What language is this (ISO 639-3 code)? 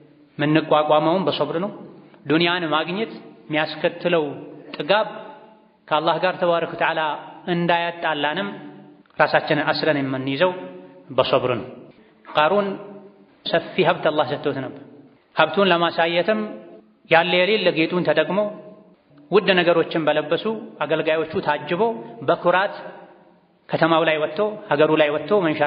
amh